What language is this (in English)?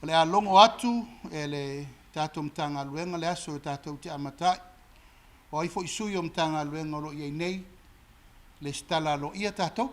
Samoan